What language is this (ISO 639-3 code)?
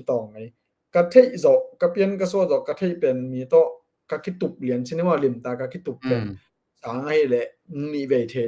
ctd